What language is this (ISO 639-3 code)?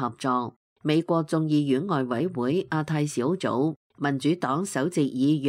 yue